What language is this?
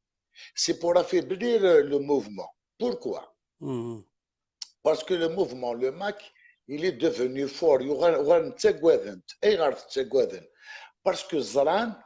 Kabyle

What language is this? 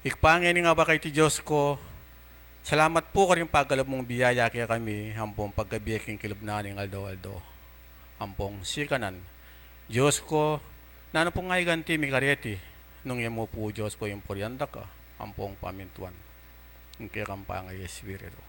Pampanga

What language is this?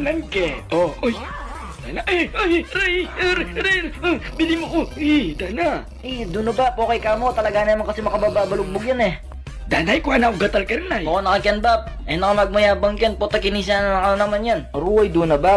Pampanga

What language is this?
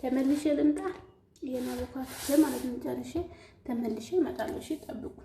Amharic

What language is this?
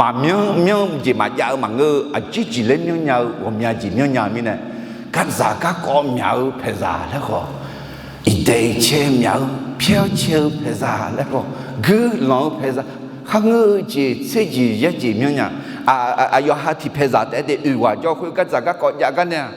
Akha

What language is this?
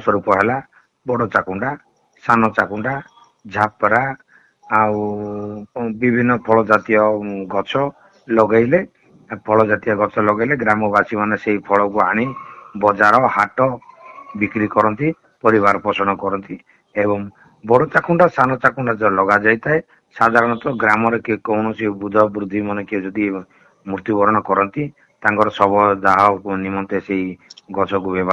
Odia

